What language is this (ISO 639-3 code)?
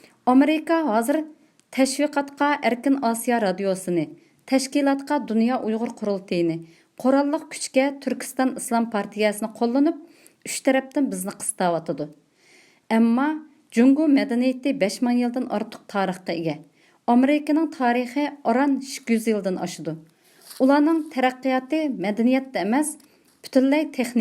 uig